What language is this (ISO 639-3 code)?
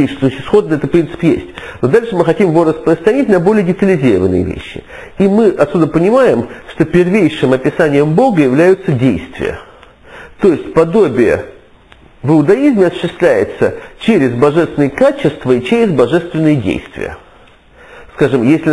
rus